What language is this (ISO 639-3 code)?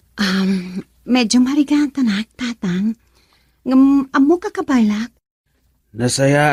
ilo